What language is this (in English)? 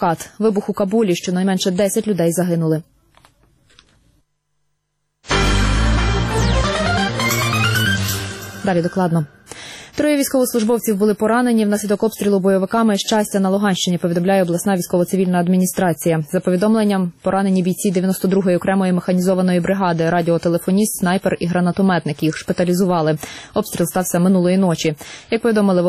Ukrainian